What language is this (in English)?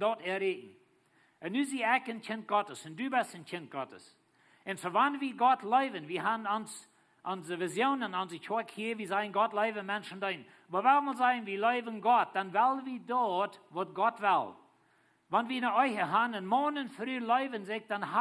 Plautdietsch